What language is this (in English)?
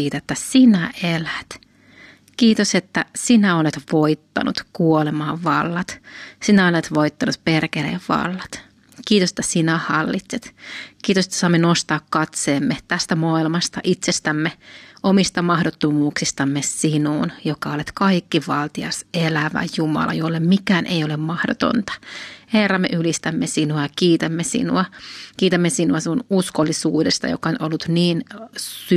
Finnish